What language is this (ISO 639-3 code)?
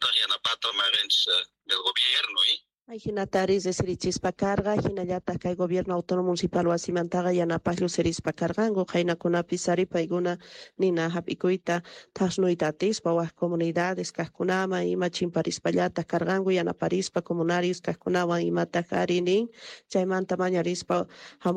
quh